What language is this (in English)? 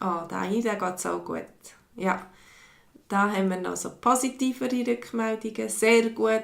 Swiss German